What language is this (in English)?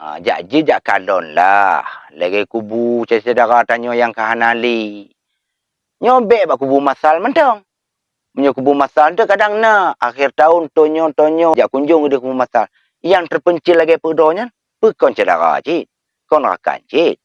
Achinese